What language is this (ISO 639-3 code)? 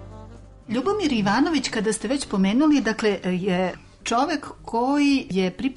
srp